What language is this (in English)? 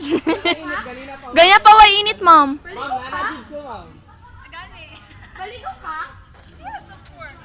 Cebuano